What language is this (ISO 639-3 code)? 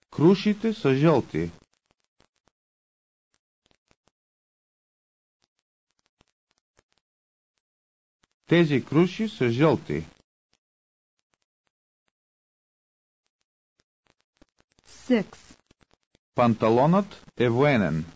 bul